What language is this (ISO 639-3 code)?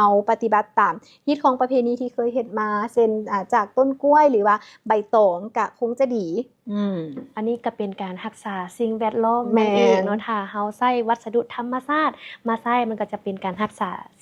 lao